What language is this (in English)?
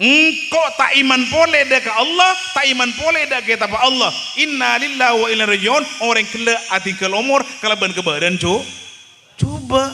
Madurese